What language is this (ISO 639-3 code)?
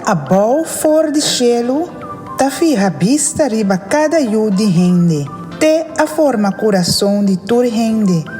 pap